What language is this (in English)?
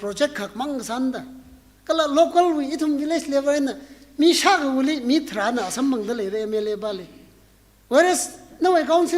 Tangkhul Naga (India)